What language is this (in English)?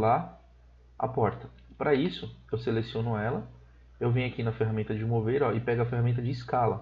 Portuguese